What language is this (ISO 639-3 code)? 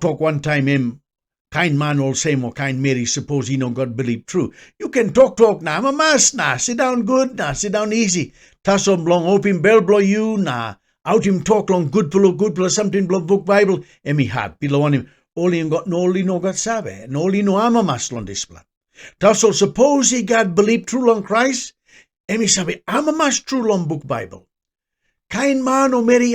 tpi